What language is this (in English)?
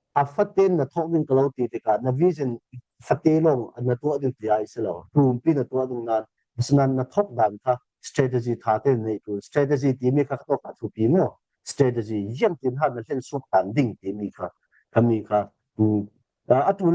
Falam Chin